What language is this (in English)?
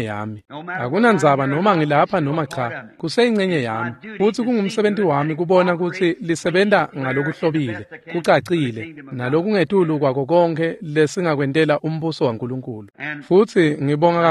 Swati